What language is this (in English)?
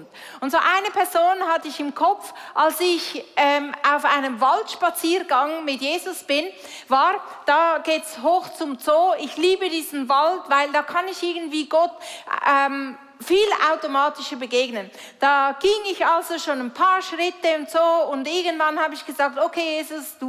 Swiss German